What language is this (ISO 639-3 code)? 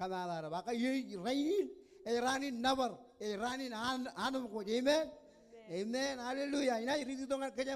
mah